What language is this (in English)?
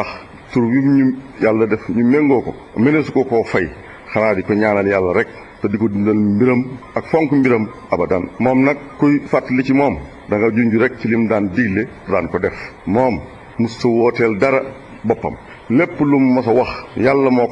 Wolof